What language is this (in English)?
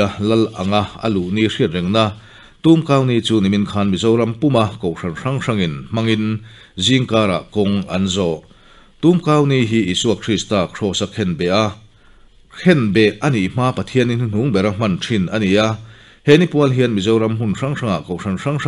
Mizo